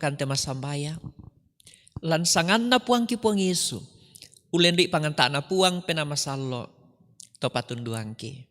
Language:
Toraja-Sa'dan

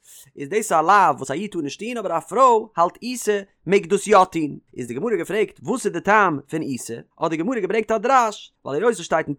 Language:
Yiddish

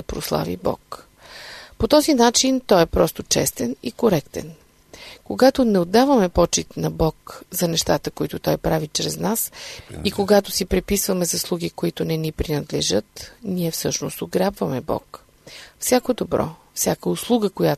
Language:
Bulgarian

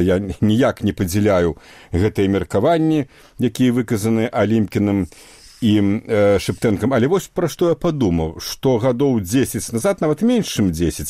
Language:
Belarusian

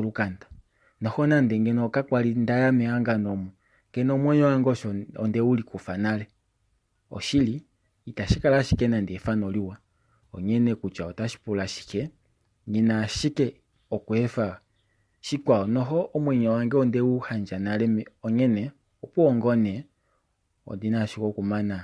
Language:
Kuanyama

